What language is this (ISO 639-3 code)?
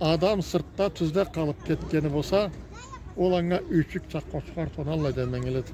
krc